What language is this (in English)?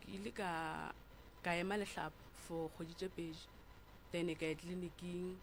Northern Sotho